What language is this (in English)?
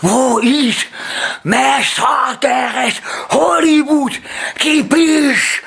Bavarian